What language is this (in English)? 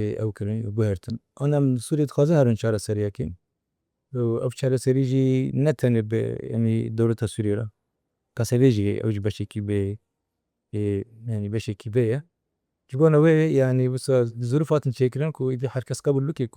Kurdish